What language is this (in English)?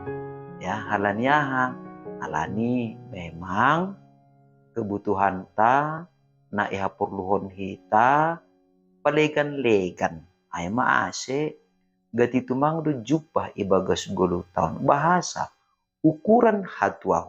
Batak Simalungun